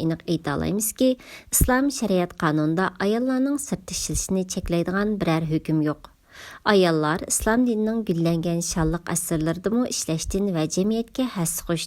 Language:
Uyghur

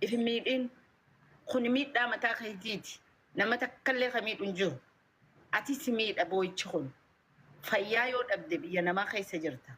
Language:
Oromo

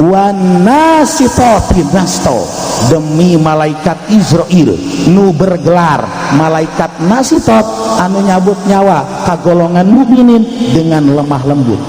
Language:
Sundanese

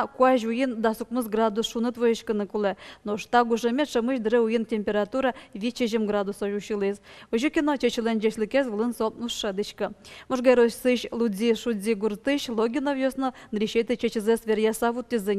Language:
Udmurt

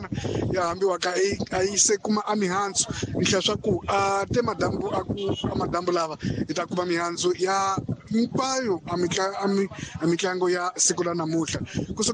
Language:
Tsonga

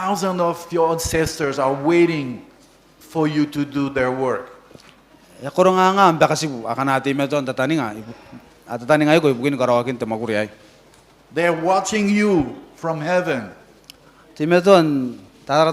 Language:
Gilbertese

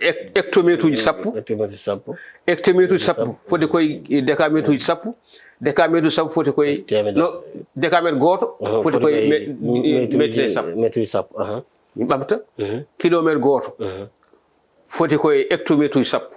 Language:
Fula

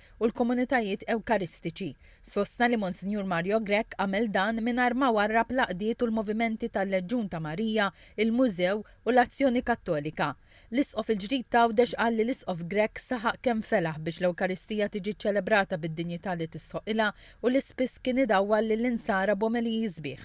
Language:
Maltese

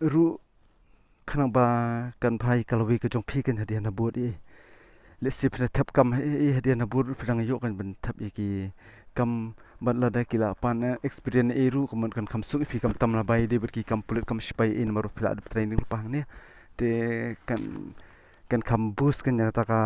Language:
Khasi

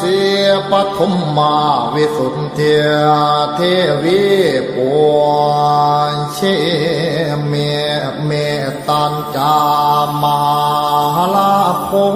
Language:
Pali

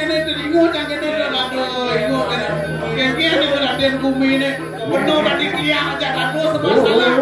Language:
Balinese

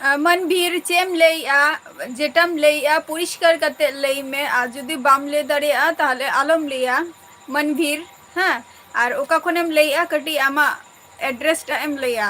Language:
Santali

